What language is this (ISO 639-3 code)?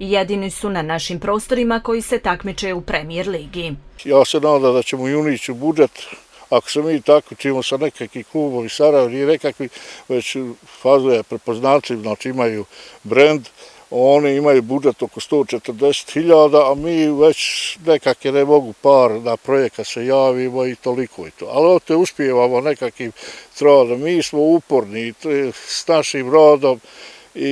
bos